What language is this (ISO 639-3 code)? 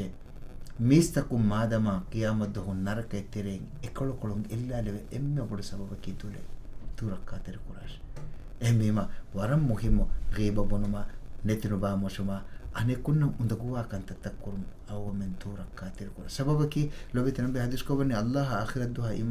div